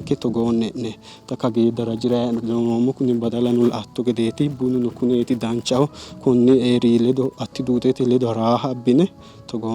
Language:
Sidamo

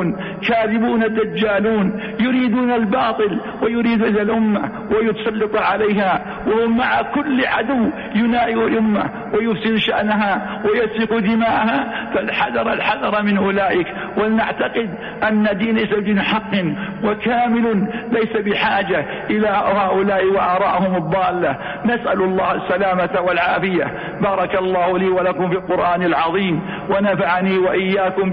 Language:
Arabic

